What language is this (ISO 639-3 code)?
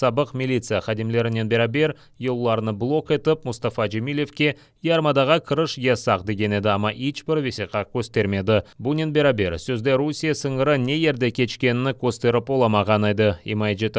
crh